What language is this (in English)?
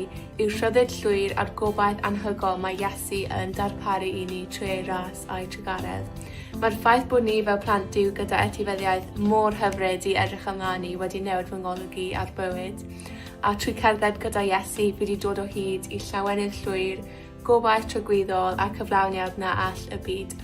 Welsh